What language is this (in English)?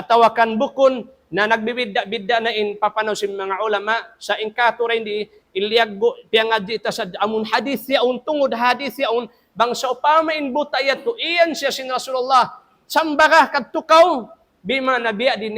Tausug